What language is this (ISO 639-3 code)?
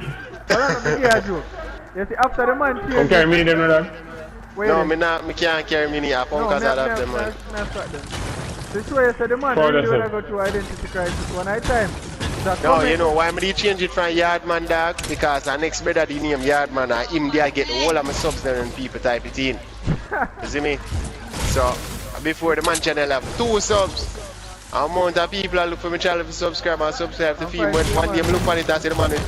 jam